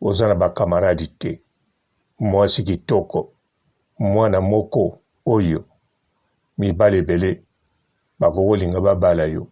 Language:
Lingala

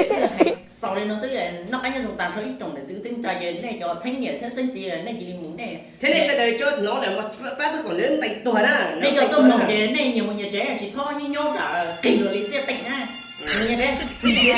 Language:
Hmong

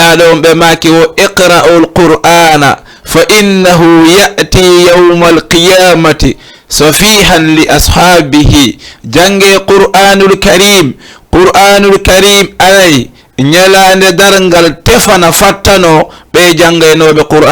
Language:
Fula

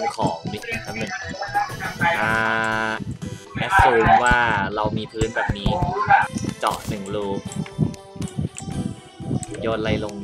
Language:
Thai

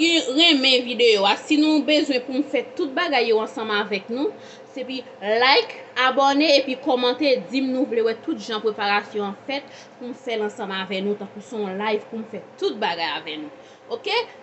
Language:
Haitian Creole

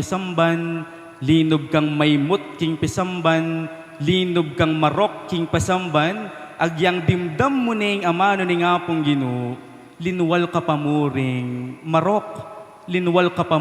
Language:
Pampanga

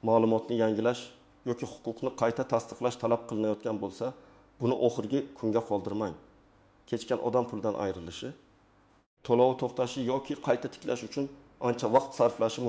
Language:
Uzbek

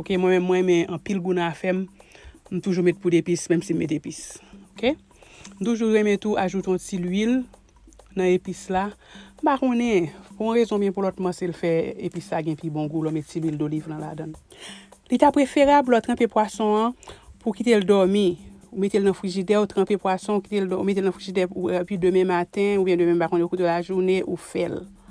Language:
Haitian Creole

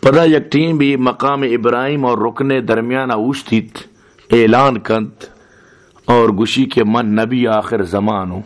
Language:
Baluchi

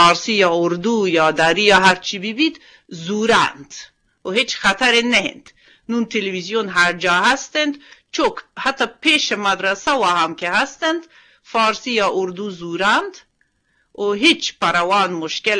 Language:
Eastern Balochi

